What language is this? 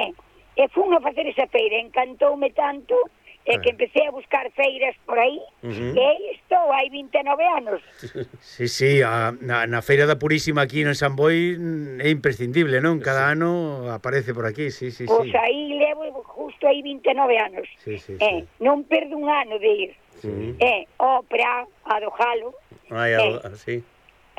Galician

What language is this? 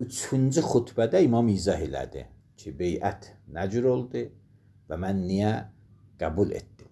Azerbaijani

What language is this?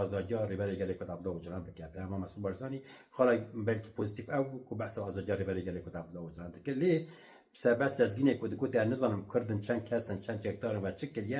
Kurdish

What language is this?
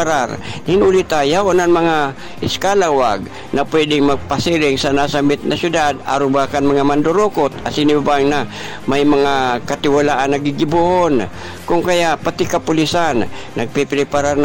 Bikol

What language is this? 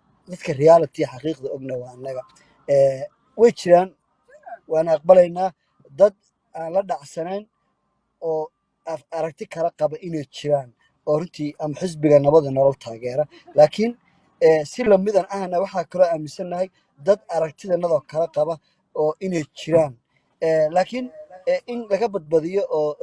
Somali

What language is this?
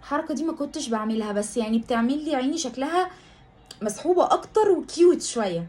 Egyptian Arabic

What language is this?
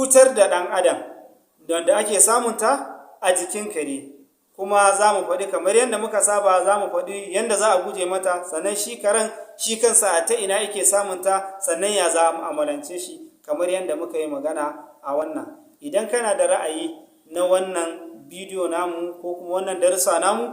Hausa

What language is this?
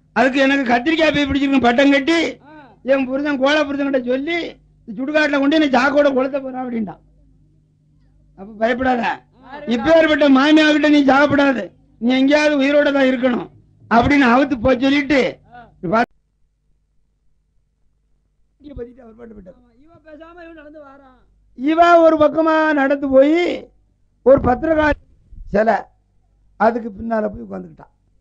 Tamil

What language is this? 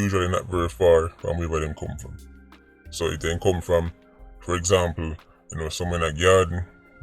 Jamaican Creole English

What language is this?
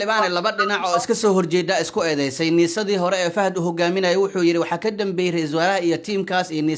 Somali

